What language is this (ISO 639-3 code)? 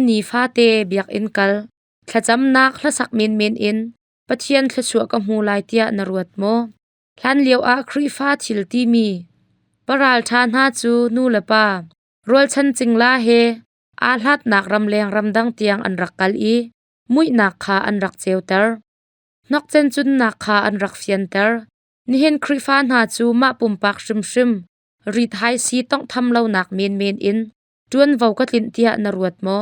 cnh